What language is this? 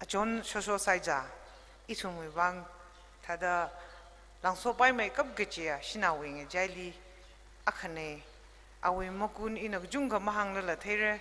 Tangkhul Naga (India)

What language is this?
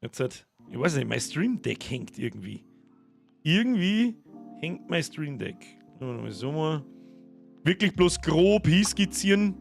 Bavarian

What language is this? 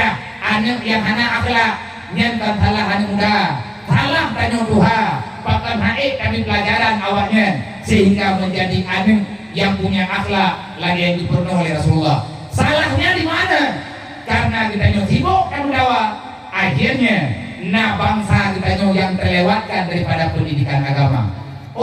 Achinese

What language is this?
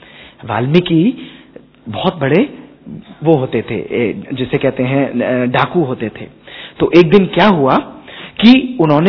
Hindi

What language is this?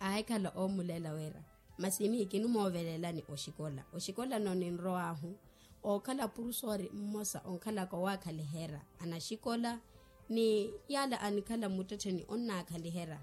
Makhuwa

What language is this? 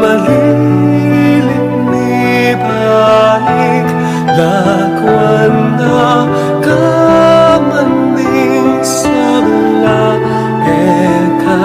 Pampanga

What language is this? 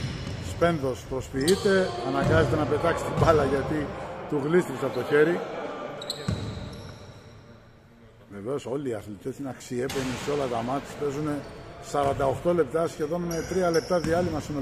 Greek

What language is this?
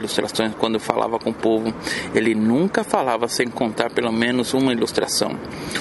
Portuguese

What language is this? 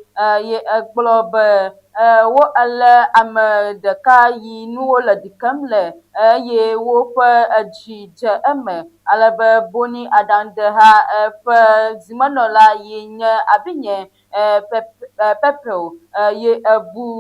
Ewe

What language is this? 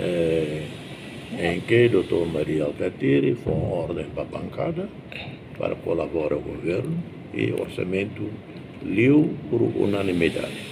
Tetum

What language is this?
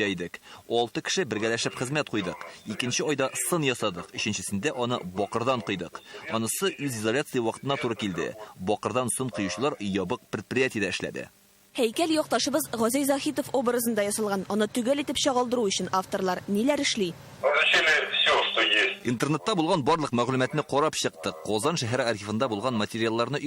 Tatar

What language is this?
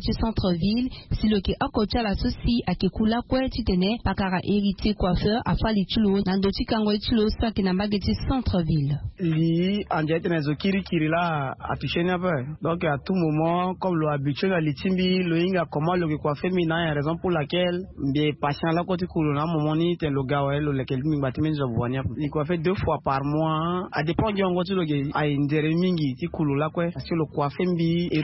Sango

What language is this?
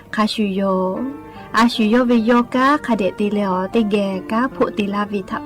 Lahu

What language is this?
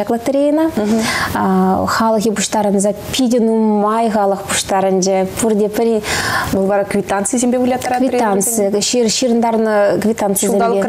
Chuvash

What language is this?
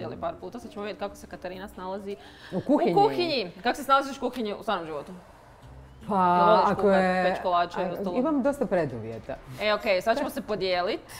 Croatian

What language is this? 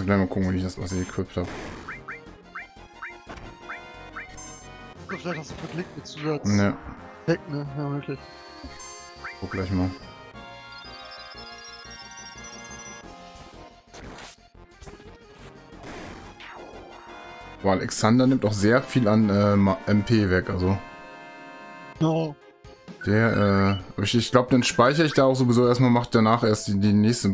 German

